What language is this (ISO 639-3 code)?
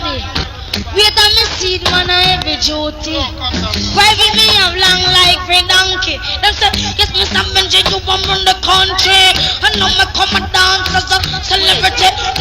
jam